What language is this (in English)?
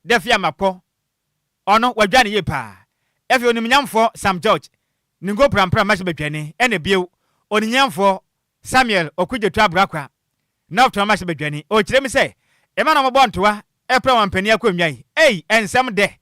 Akan